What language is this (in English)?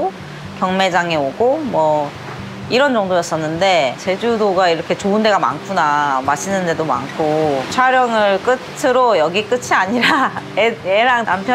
Korean